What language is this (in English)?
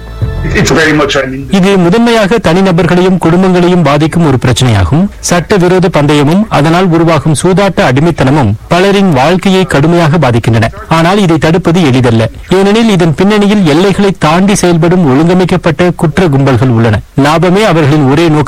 Tamil